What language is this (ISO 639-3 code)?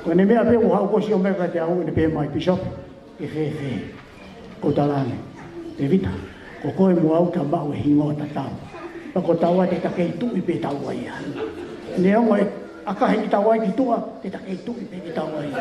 ton